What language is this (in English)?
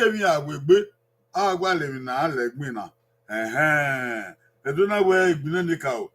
Bini